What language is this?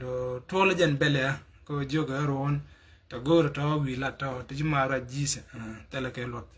Nuer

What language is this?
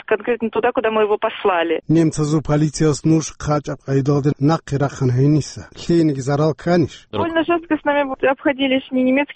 Avaric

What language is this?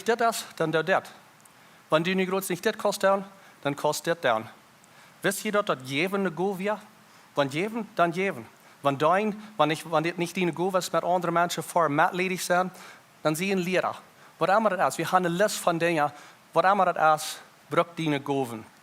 Plautdietsch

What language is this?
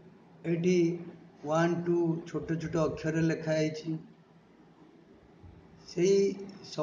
Odia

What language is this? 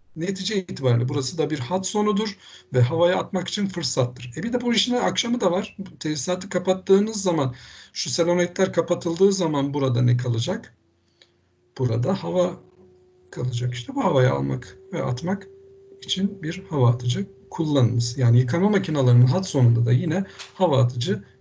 Turkish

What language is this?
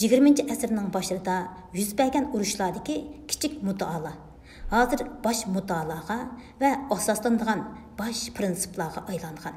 Uyghur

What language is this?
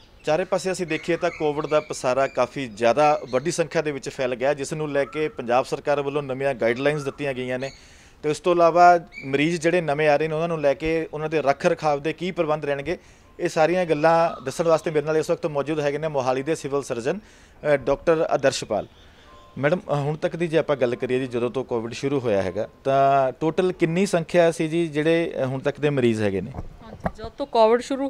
Punjabi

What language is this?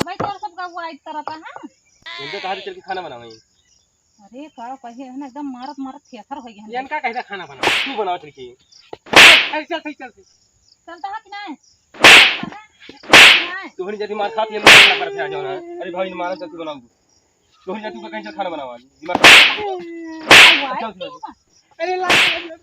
Awadhi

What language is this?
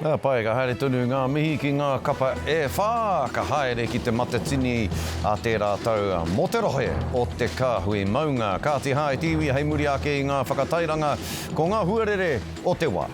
Māori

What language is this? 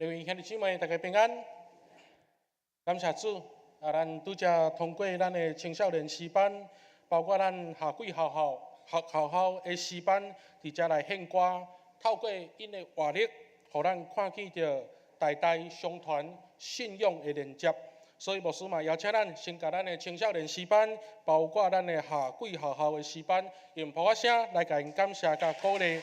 Min Nan Chinese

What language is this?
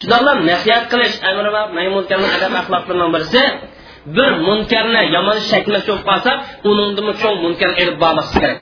Uyghur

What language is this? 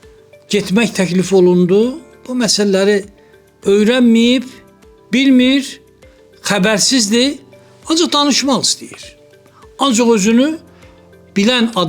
Azerbaijani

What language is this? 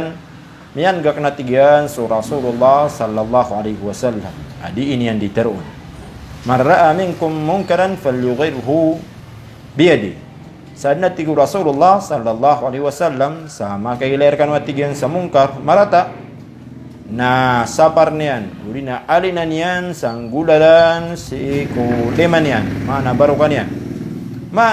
Maranao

